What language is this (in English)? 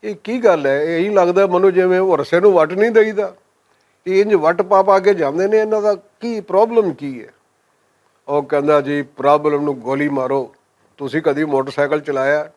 Western Panjabi